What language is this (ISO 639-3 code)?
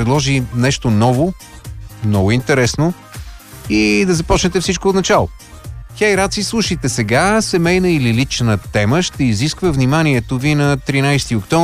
bul